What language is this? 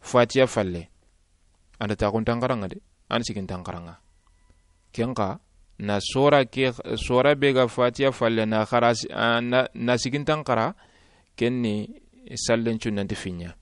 Soninke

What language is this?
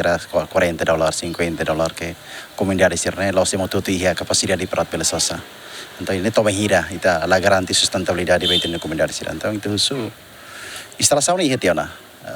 Tetum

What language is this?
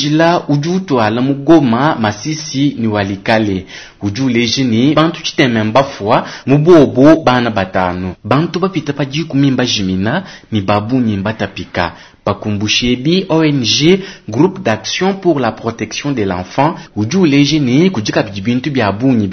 Luba-Lulua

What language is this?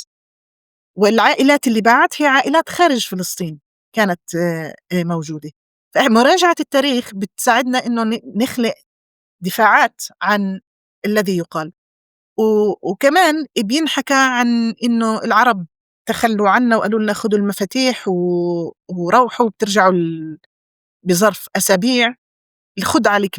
North Levantine Arabic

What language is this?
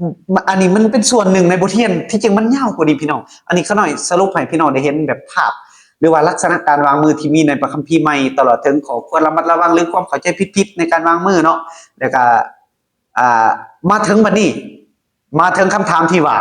Lao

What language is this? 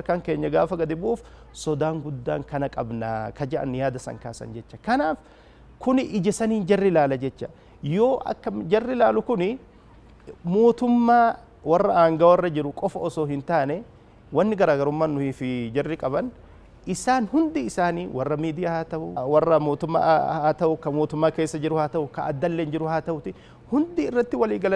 Oromo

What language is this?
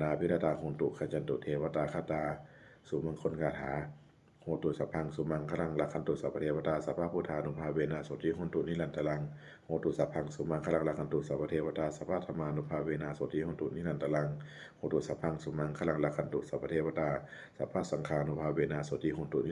Pali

